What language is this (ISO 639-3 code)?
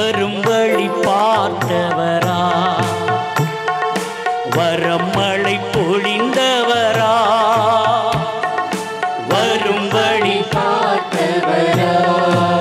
tam